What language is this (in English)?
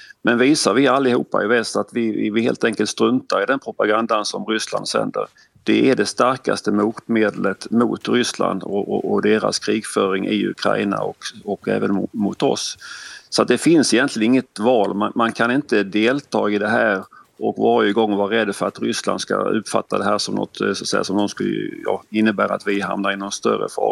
Swedish